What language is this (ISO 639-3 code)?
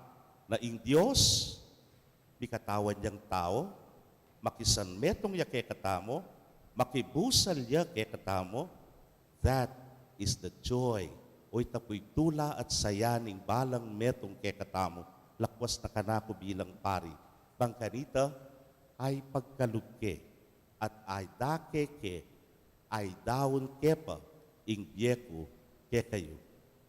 pam